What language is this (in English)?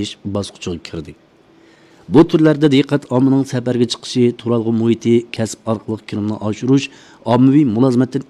Uyghur